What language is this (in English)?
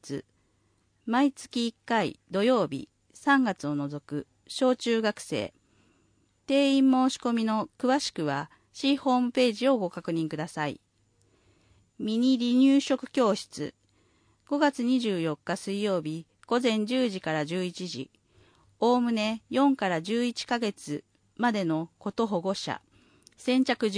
Japanese